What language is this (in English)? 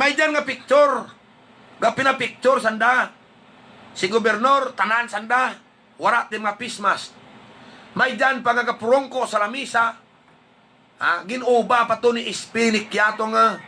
Hiligaynon